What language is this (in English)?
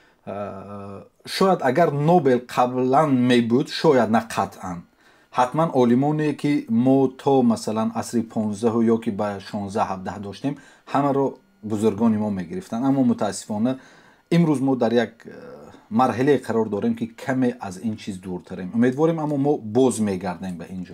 Tajik